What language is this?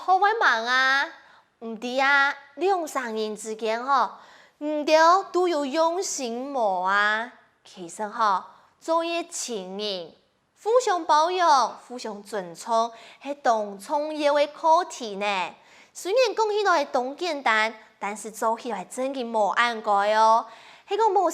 Hakka Chinese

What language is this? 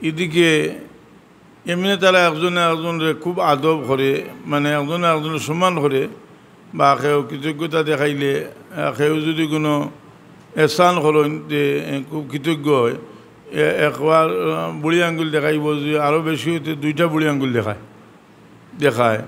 Sylheti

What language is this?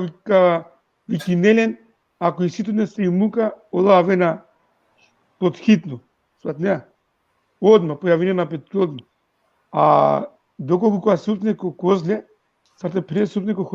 Balkan Romani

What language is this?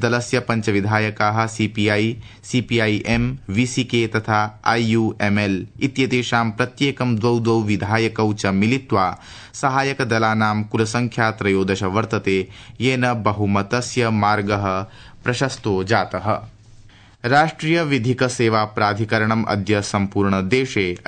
Sanskrit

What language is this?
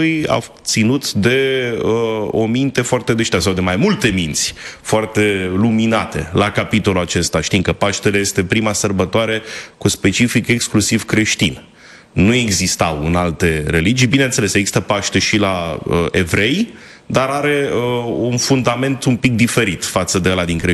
Romanian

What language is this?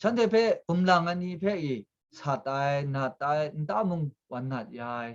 Kachin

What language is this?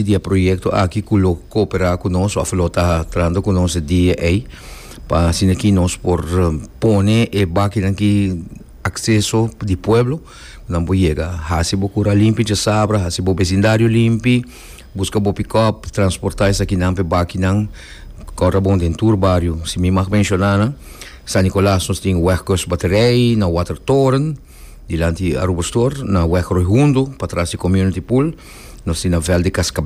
Papiamento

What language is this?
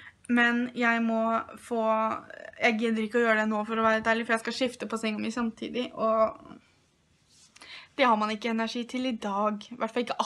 Norwegian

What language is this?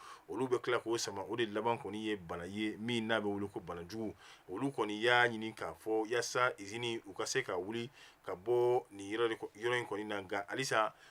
Bambara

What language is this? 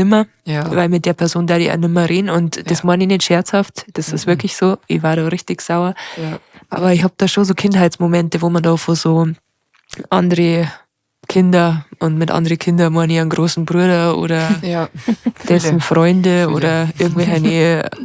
Bavarian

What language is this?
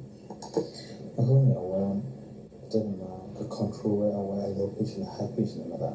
S'gaw Karen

